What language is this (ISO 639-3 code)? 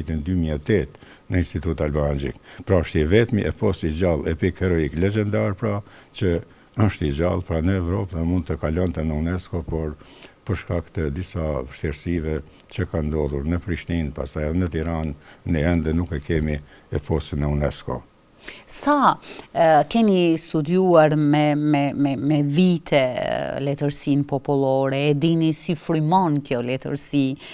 sqi